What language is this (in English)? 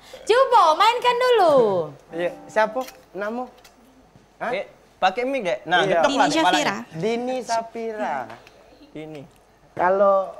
Musi